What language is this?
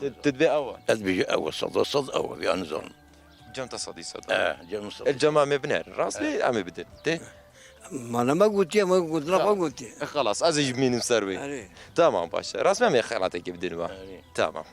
Kurdish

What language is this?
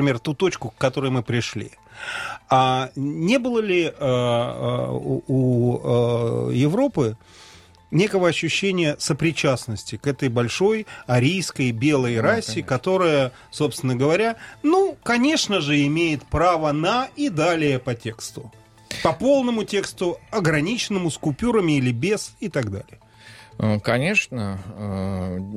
Russian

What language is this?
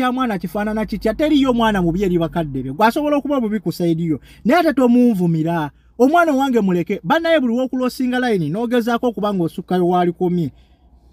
Ganda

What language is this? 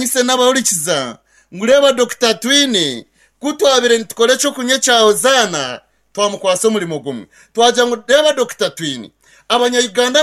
Kinyarwanda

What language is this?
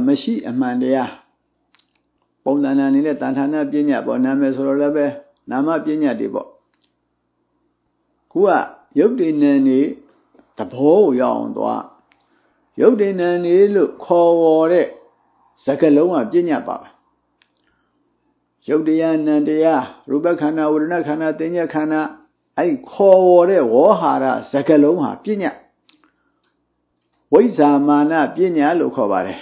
Burmese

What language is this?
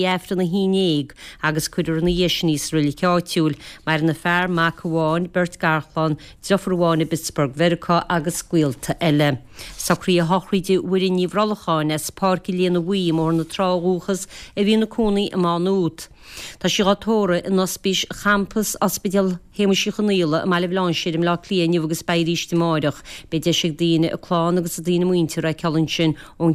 Irish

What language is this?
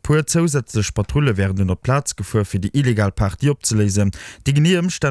Luxembourgish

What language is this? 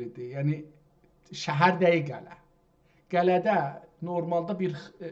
South Azerbaijani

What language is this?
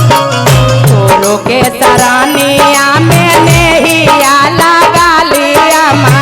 Magahi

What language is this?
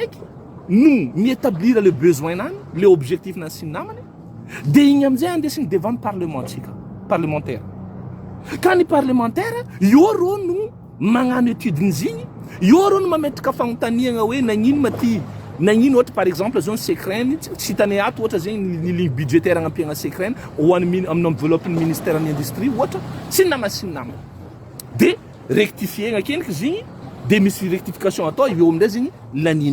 Malagasy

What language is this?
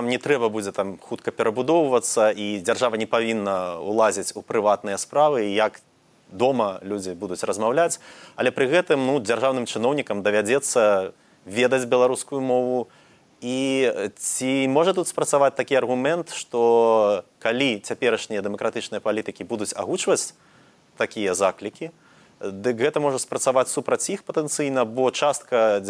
Belarusian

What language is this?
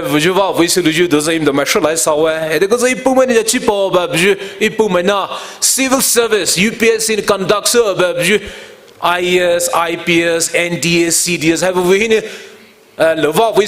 Poumei Naga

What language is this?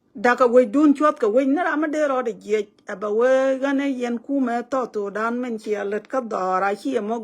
Nuer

